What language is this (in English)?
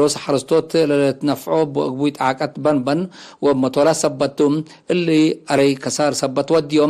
Tigre